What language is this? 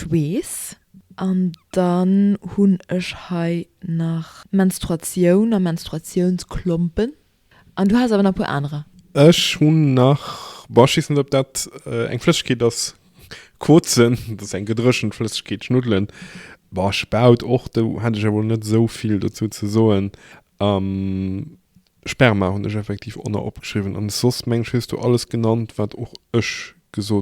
Luxembourgish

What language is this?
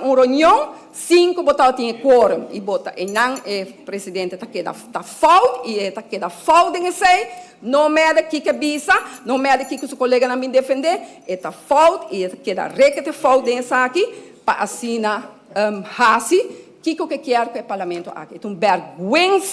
Papiamento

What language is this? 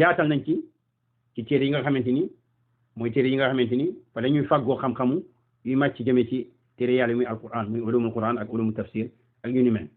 Wolof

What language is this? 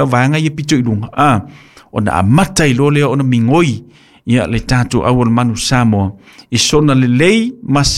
Samoan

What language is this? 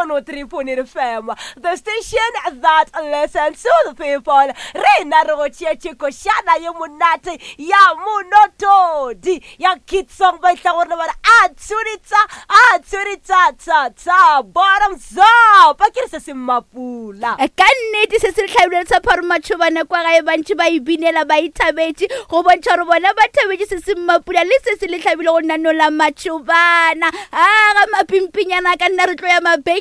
Northern Sotho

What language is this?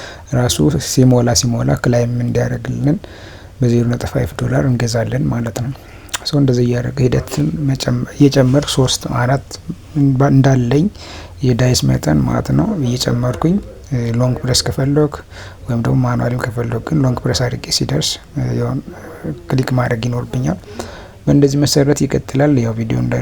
Amharic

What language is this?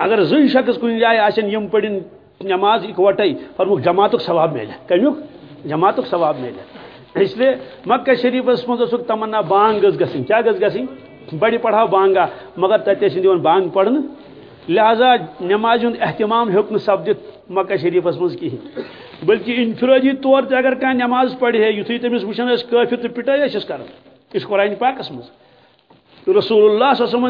Kashmiri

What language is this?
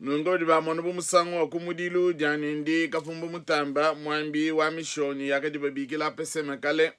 Luba-Lulua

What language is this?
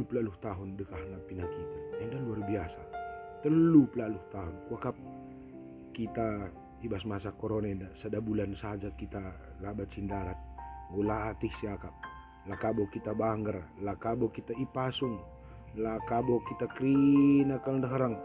Batak Karo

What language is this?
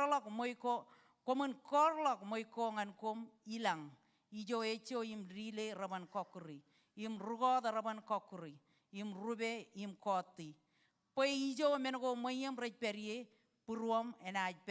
Marshallese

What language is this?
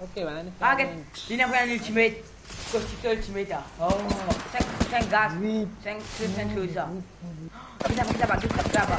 Morisyen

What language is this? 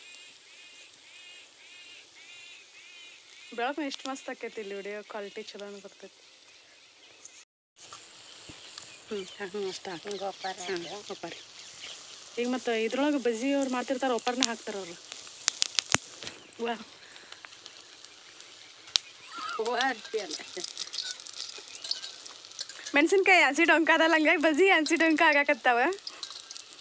Kannada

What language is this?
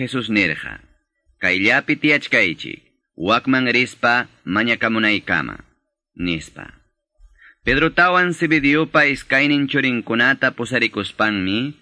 Quechua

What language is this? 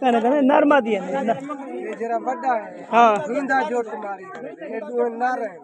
Saraiki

